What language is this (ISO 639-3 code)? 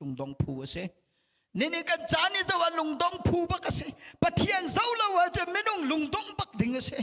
cnh